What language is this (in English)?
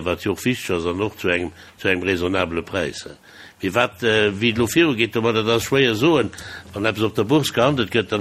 Luxembourgish